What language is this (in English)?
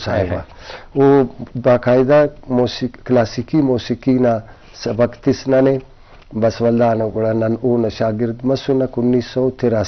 Brahui